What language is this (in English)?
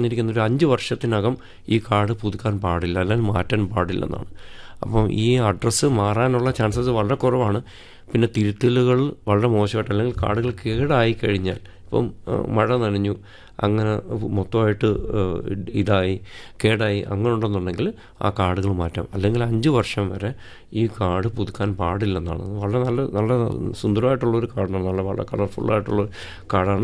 Malayalam